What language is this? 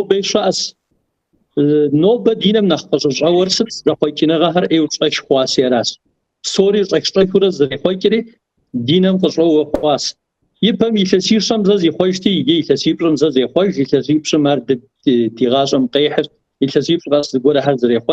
Kabardian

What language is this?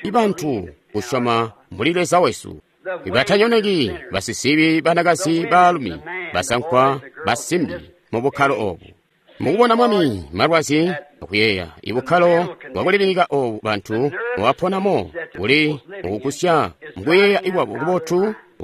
Tonga (Zambia)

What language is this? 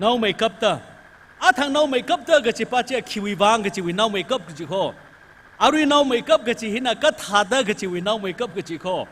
Tangkhul Naga (India)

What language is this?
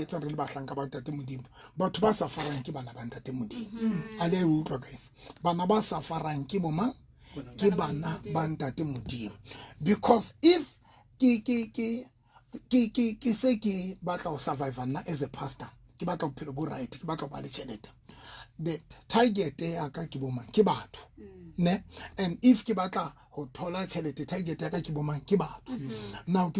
Southern Sotho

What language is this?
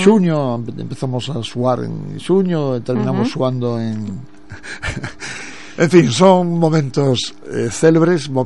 Galician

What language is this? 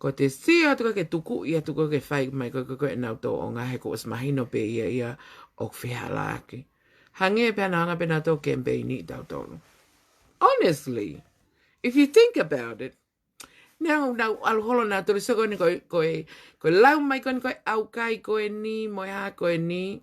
Tongan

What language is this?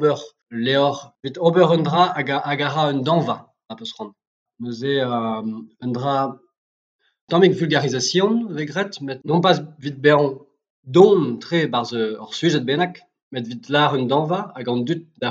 Breton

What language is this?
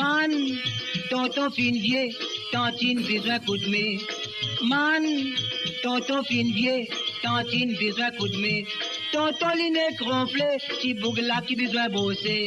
Morisyen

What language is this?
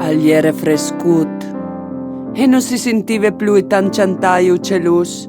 Friulian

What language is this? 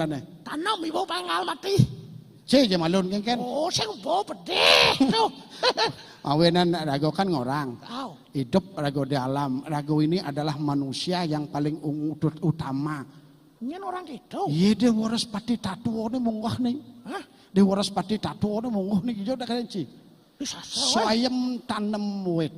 Balinese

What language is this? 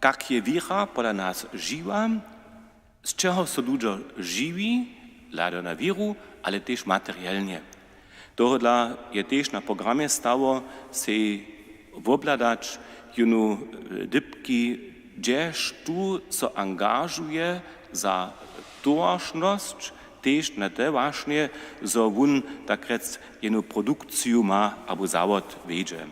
Upper Sorbian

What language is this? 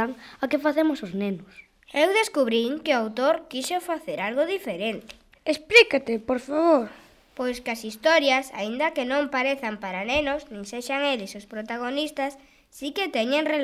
Galician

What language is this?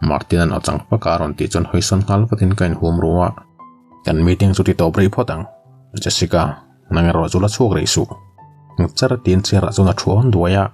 Mizo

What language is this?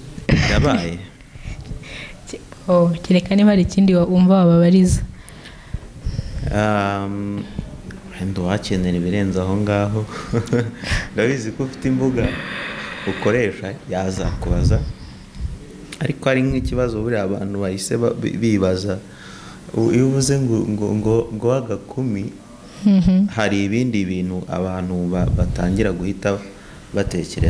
Kinyarwanda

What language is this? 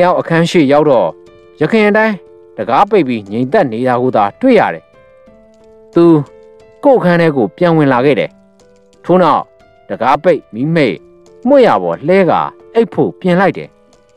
Burmese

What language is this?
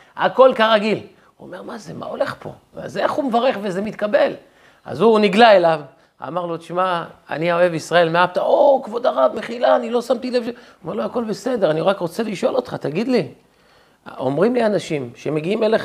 Hebrew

